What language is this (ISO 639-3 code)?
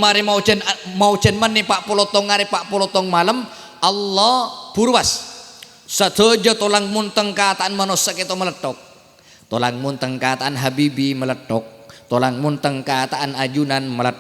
mad